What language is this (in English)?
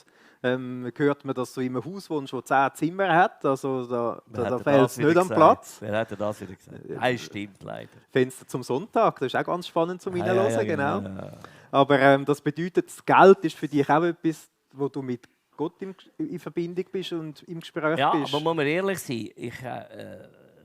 Swiss German